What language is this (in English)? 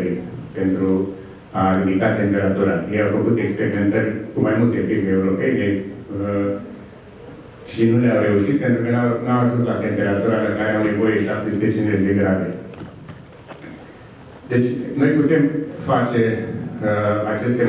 Romanian